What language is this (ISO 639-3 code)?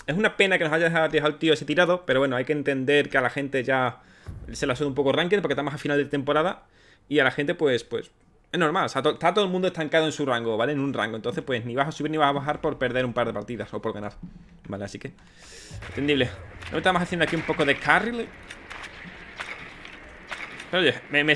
spa